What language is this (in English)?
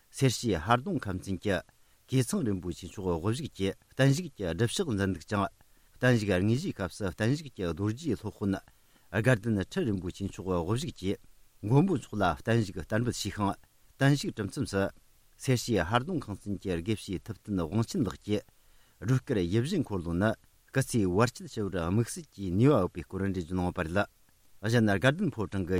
Tibetan